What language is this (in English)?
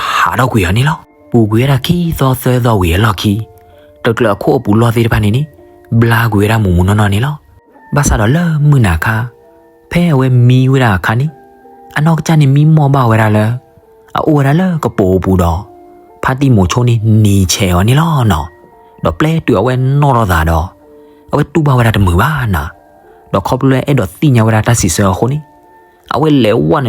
S'gaw Karen